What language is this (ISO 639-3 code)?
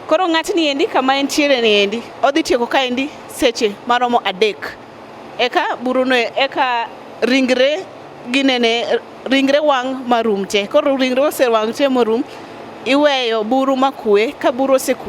luo